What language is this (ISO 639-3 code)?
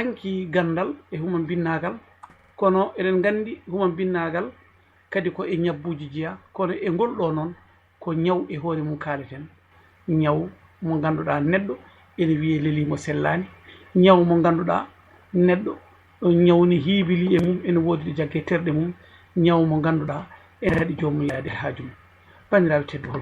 ful